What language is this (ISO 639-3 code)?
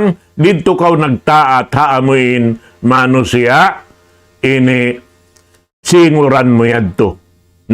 tsg